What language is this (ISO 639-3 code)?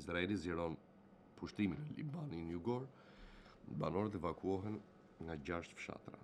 sqi